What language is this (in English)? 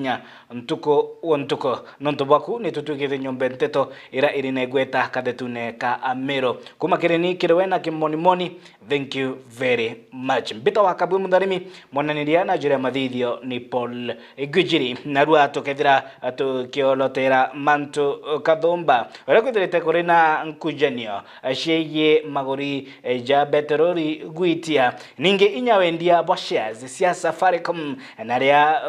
Meru